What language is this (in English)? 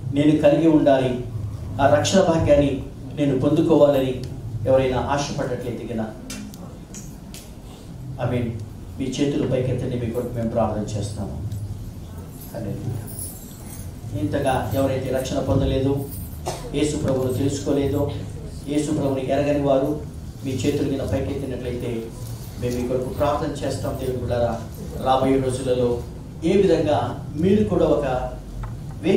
Telugu